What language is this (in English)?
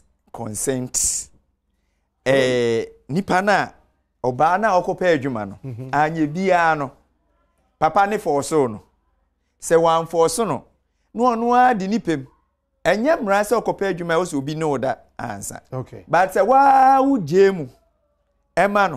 Akan